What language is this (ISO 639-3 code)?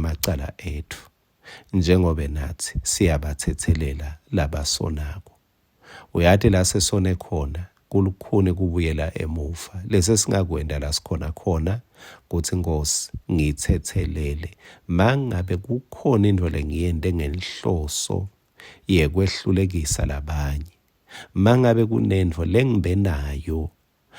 ssw